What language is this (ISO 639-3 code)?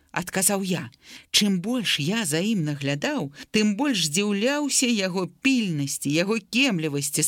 bel